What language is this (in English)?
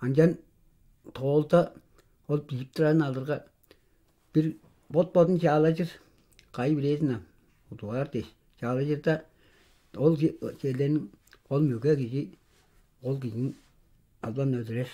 Tuvinian